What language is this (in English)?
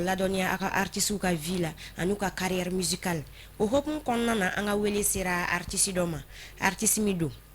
Bambara